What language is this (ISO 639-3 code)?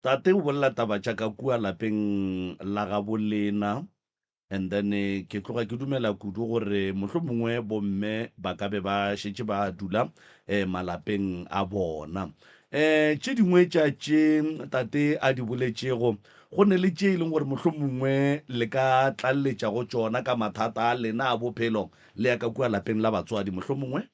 nso